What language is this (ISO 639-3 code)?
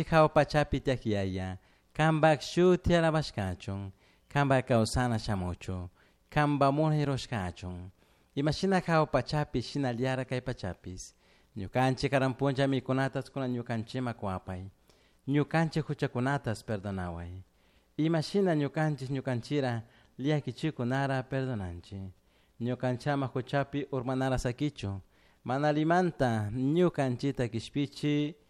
qug